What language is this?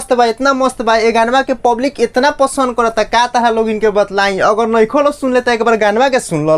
Bhojpuri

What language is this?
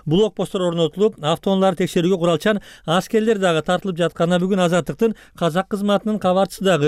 Kyrgyz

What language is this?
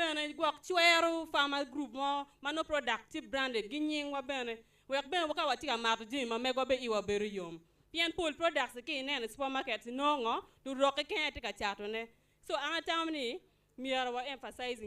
Acoli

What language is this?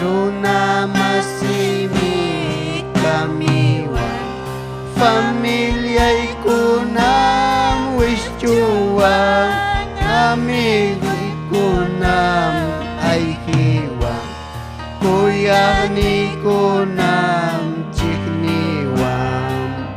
Ayacucho Quechua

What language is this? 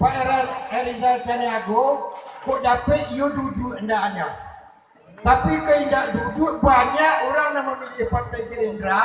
Minangkabau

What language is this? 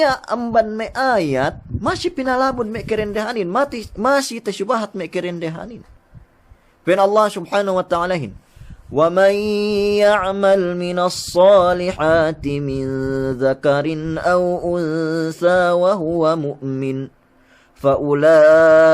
Yakan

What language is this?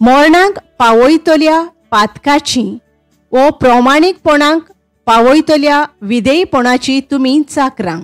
Konkani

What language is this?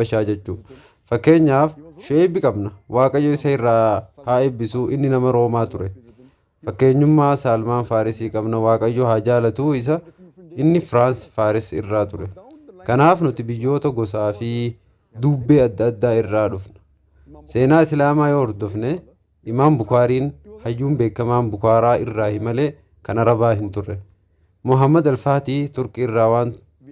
Oromo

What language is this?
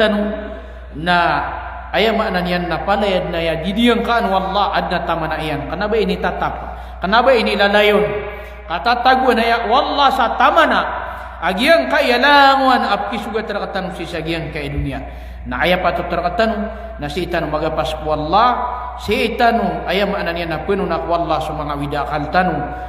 Maranao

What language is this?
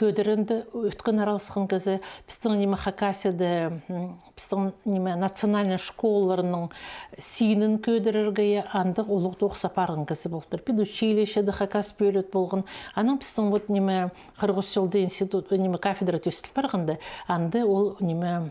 Khakas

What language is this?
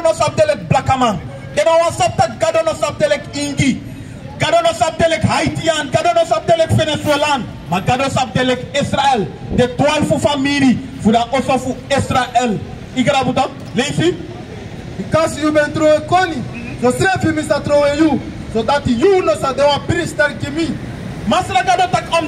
Sranan Tongo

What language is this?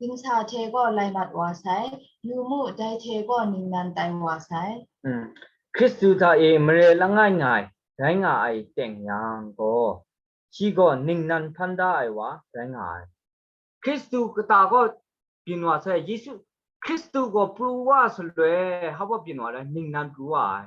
Kachin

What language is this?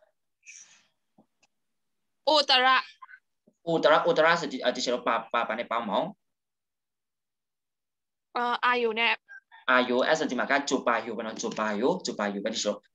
Burmese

